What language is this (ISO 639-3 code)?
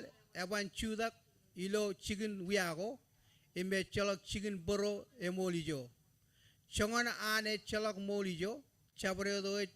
mah